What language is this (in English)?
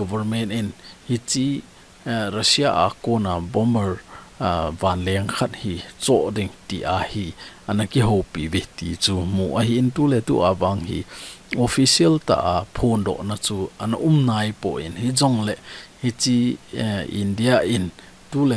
Thado Chin